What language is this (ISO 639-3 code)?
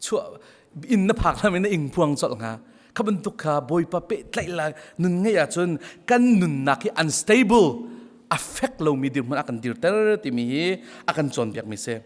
cnh